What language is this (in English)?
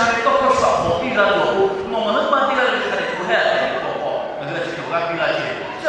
Lahu